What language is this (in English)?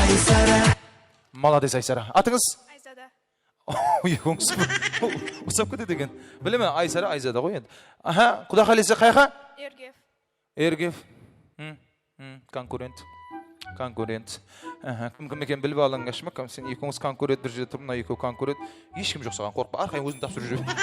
Kara-Kalpak